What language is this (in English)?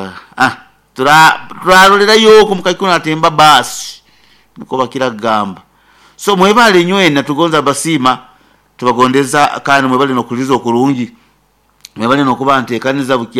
Nyoro